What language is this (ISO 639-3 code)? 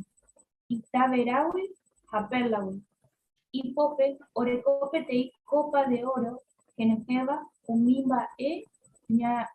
grn